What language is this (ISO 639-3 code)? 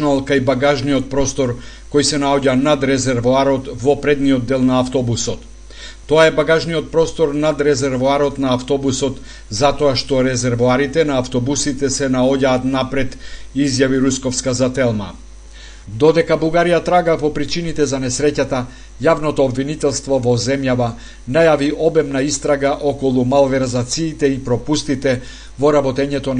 mkd